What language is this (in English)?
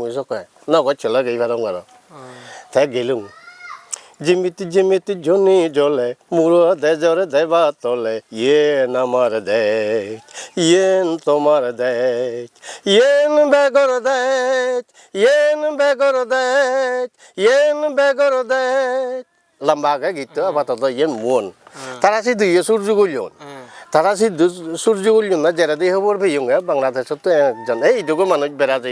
Chakma